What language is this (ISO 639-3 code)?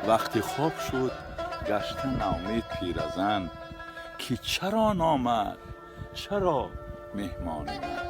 tgk